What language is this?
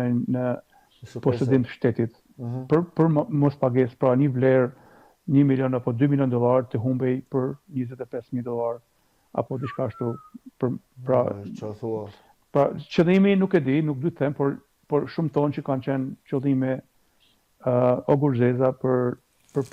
Albanian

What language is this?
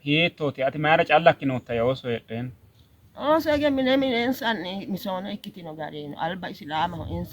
Sidamo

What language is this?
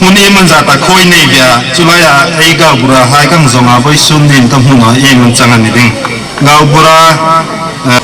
Hmar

